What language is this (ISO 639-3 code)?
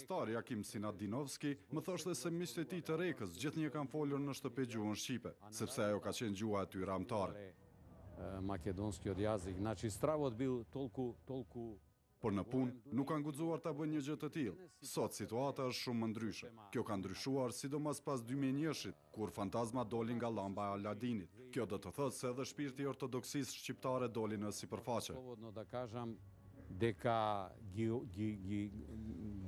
sqi